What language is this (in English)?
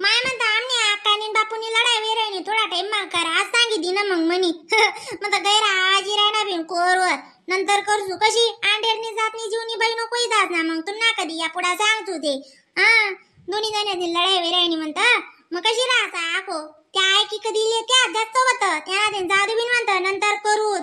Khandesi